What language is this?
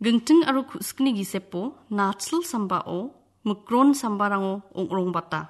Garo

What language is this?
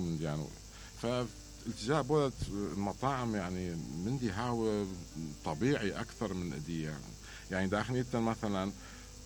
Mesopotamian Arabic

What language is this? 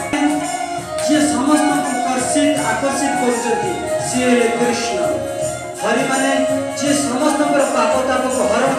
Odia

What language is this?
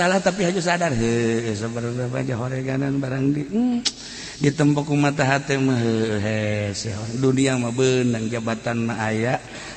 Sundanese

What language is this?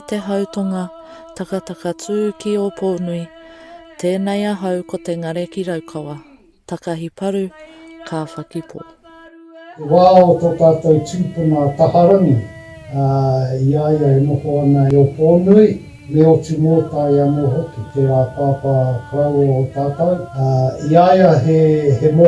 Māori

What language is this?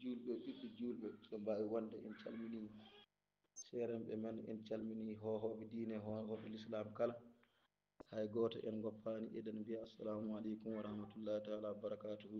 Fula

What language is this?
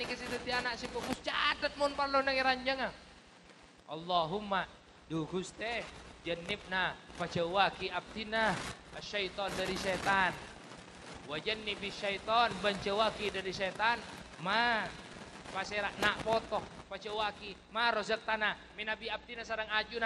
Madurese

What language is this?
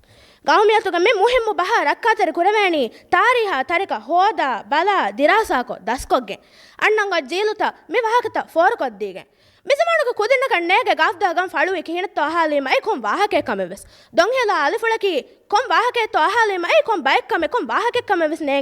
Divehi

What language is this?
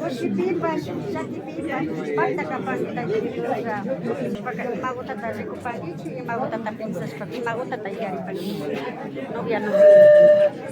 Imbabura Highland Quichua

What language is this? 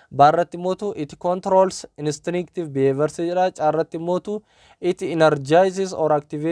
Oromo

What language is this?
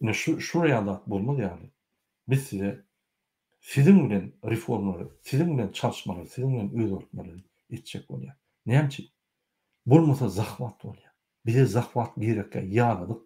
Turkmen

